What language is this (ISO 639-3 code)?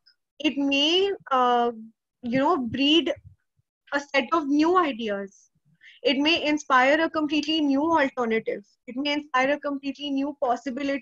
eng